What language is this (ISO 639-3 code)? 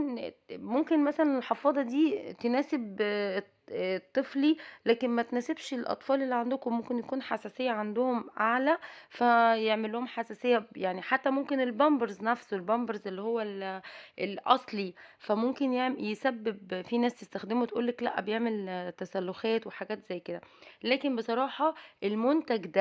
arz